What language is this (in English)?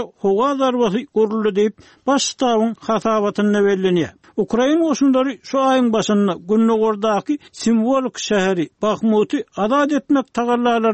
Turkmen